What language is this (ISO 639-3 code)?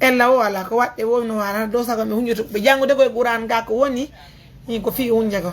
ful